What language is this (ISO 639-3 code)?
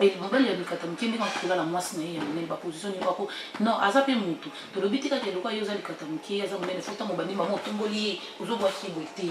lin